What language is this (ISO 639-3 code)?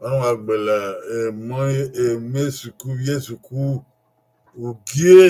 bin